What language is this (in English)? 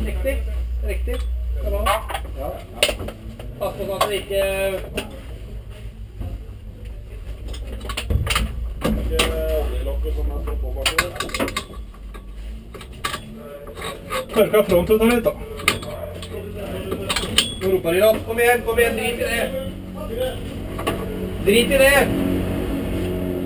Norwegian